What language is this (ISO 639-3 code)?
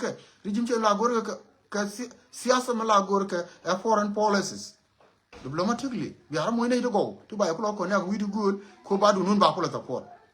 nus